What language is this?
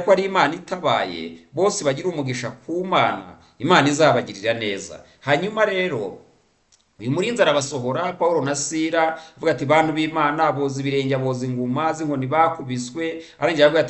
Kinyarwanda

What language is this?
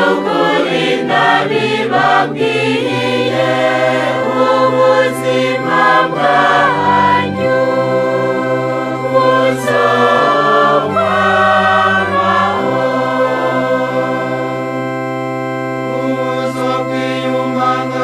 Rundi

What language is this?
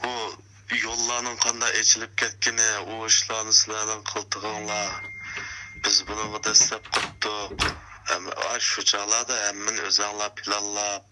Uyghur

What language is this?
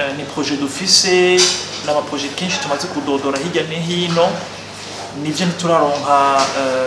Rundi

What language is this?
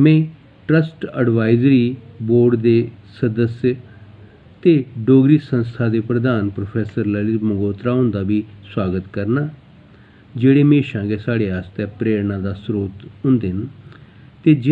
Dogri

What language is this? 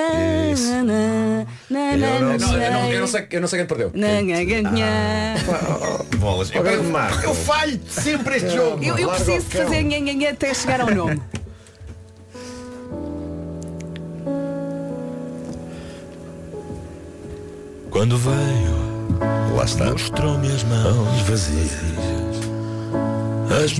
Portuguese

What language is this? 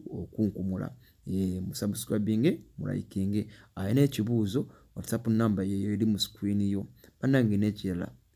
Ganda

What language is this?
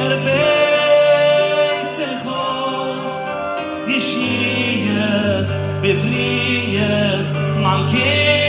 Yiddish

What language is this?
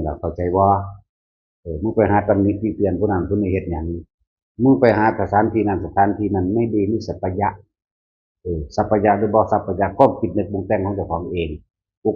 Northeastern Thai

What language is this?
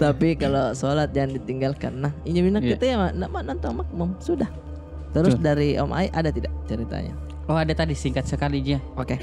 Makassar Malay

